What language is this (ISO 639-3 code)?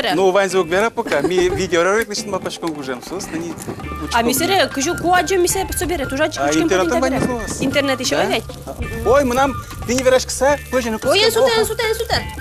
udm